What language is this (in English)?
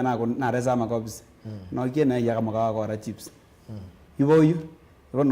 Kamba